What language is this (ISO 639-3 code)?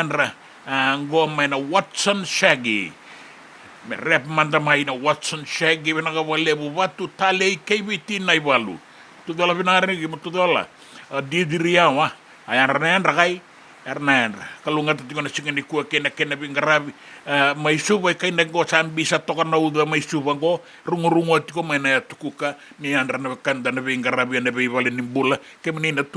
fij